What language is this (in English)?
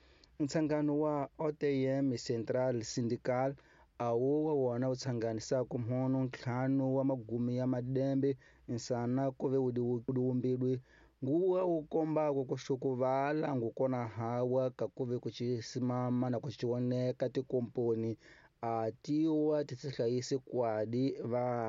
Tsonga